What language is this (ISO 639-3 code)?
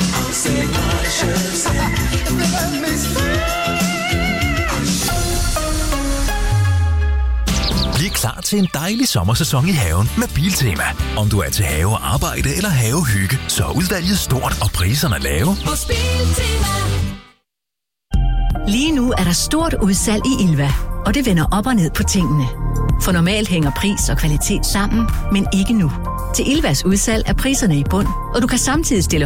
dan